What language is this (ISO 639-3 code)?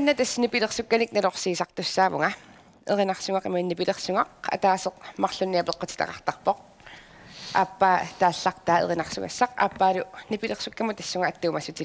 kal